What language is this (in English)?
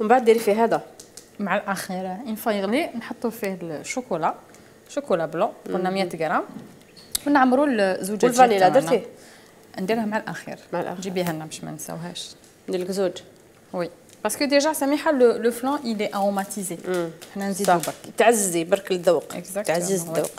Algerian Arabic